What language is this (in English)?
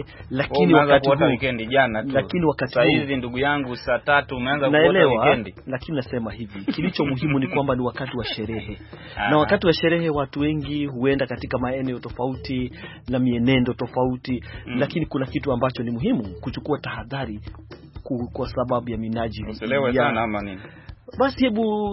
Swahili